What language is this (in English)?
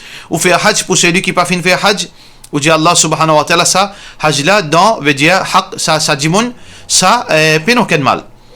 Morisyen